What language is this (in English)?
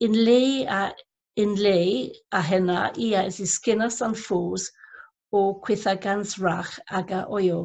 Cornish